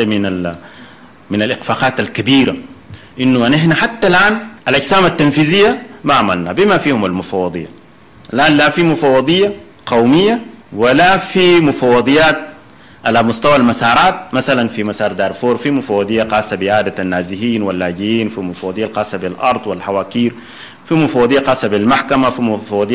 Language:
Sudanese Arabic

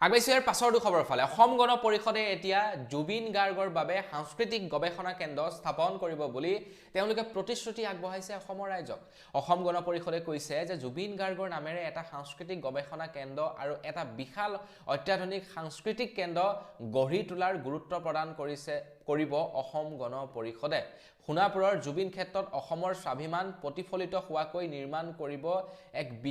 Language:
Assamese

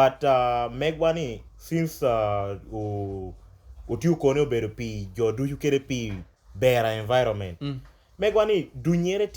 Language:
Lango (Uganda)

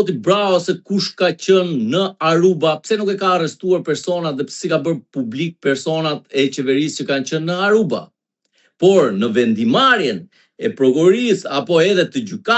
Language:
Albanian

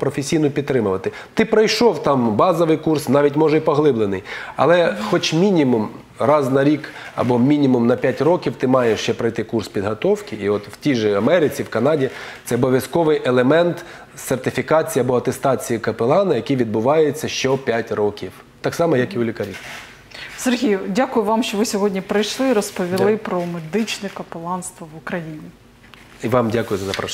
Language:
Ukrainian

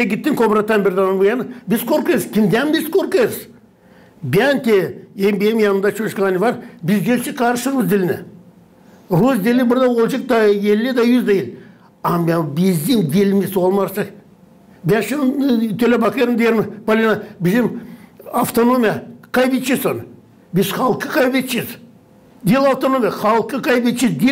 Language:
Gagauz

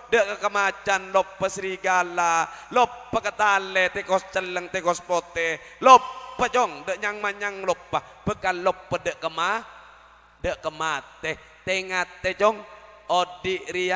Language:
Madurese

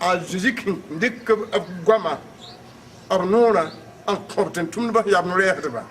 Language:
Mossi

